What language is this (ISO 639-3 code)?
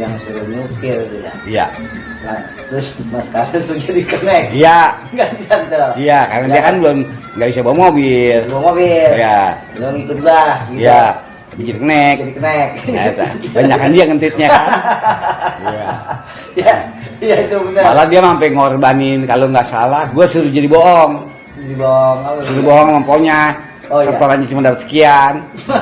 bew